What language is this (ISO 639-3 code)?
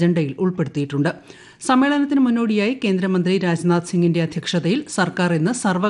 mal